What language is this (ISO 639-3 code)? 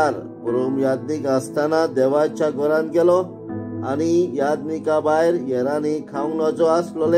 kok